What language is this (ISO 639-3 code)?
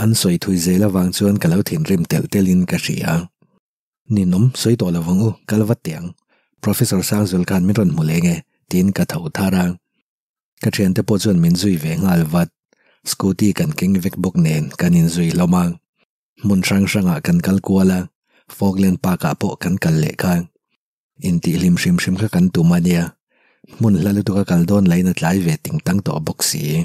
lus